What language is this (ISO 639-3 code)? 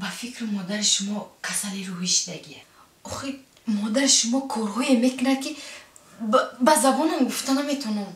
tgk